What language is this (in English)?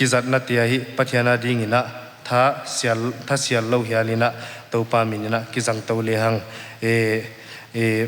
Paite Chin